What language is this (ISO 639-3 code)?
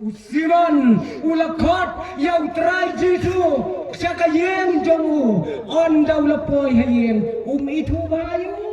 kha